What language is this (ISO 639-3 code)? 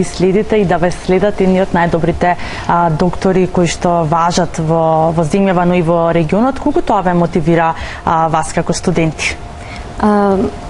mkd